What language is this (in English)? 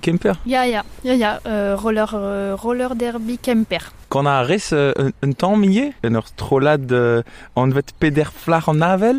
Breton